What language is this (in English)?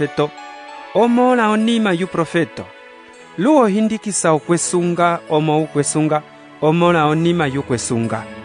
Umbundu